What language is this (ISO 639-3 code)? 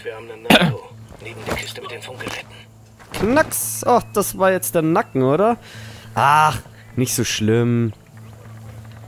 deu